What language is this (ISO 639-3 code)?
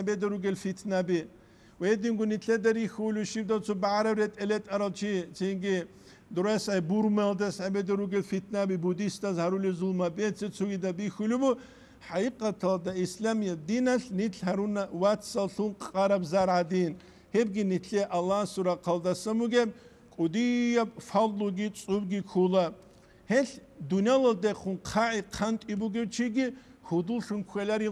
ava